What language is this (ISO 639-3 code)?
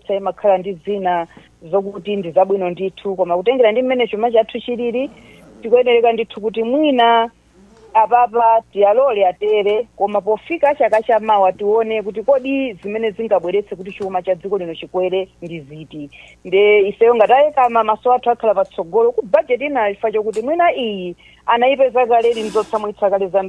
nya